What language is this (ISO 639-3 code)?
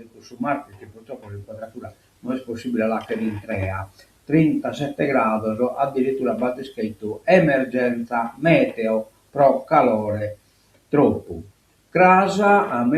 srd